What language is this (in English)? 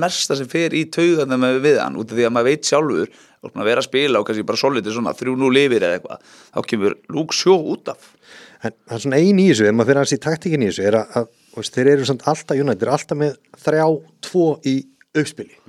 Icelandic